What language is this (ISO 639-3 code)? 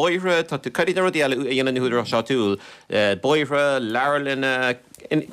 gle